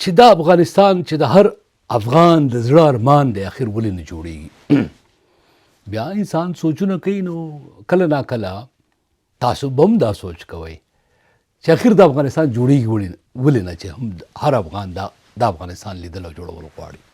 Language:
Pashto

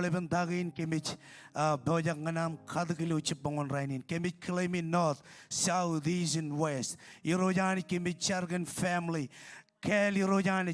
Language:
Marshallese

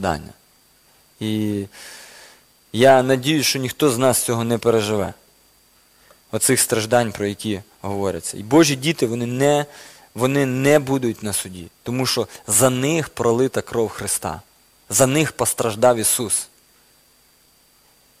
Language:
Ukrainian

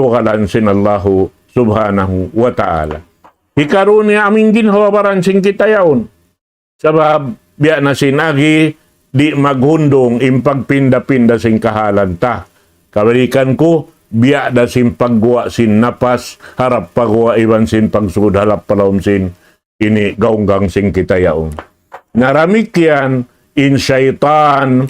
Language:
Tausug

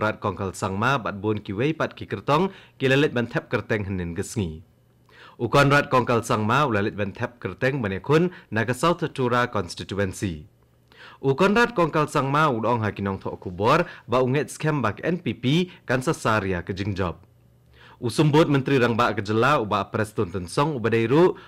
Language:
Khasi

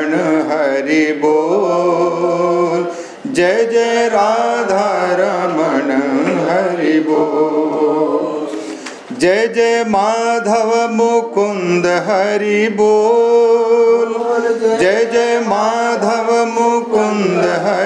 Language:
Sanskrit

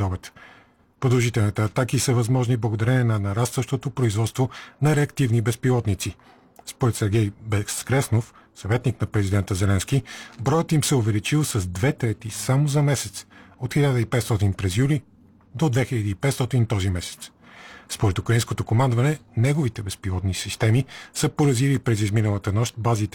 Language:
Bulgarian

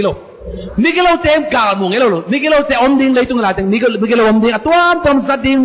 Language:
Tedim Chin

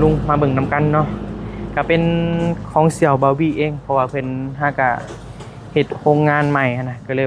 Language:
Northeastern Thai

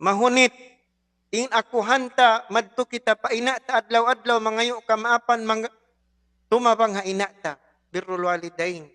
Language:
Tausug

